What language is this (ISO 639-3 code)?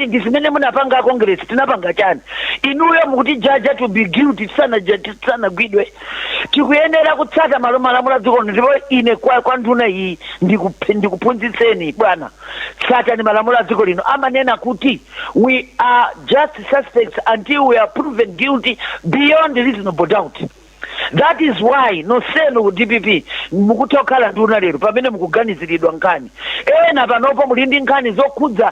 nya